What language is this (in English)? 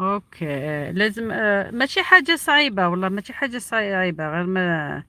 Algerian Arabic